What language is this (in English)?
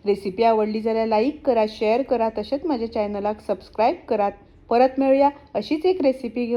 Konkani